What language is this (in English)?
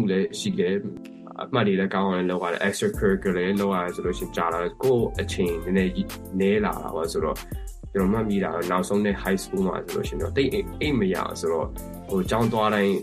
Burmese